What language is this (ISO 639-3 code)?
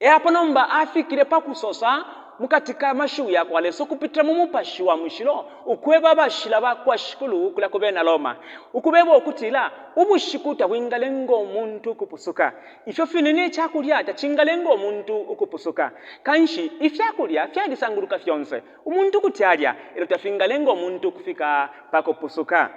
bem